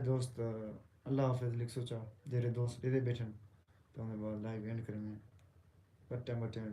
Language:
Saraiki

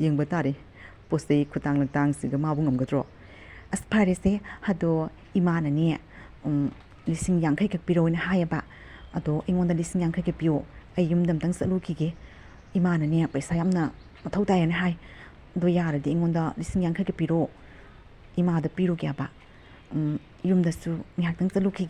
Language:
Manipuri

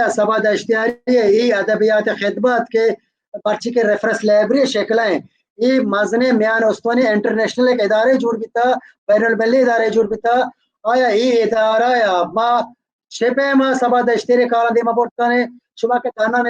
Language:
Baluchi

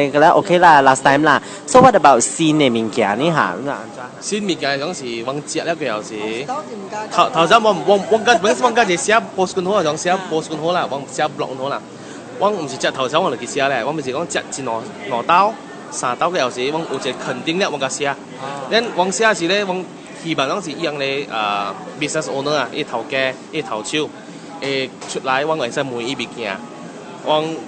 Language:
Min Nan Chinese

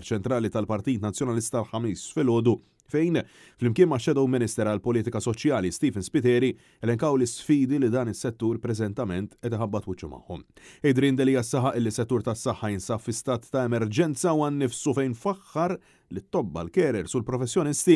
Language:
Maltese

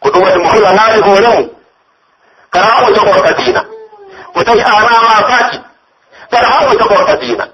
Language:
Pular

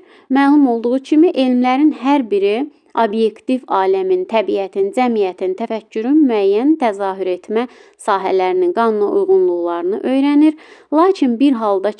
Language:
Azerbaijani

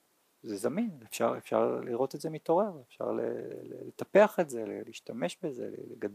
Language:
Hebrew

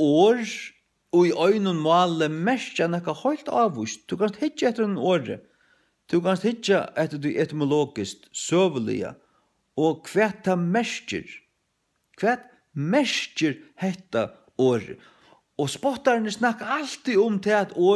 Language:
Faroese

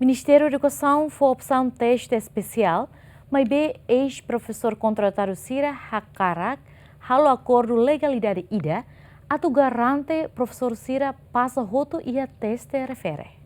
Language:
Tetum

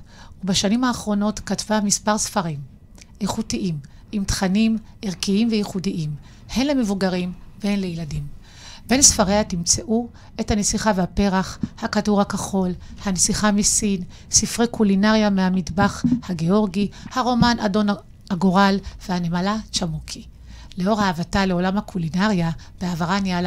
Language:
Hebrew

